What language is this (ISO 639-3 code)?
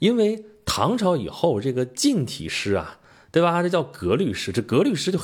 zho